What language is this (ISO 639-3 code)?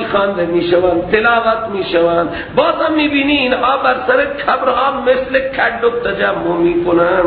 fas